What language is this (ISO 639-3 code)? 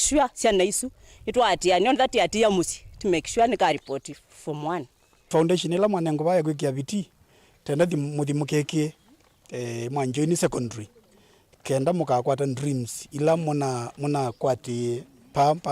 kam